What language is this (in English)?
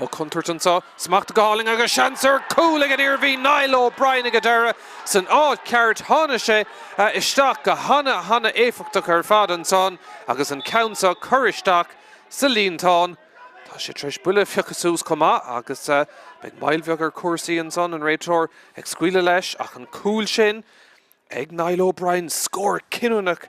Irish